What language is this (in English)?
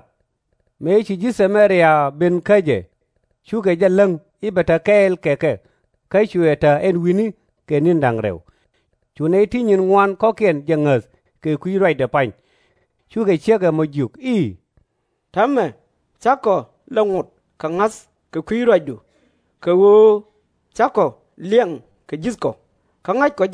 Nuer